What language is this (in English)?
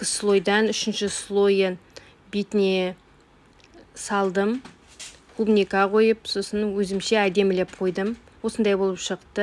Kazakh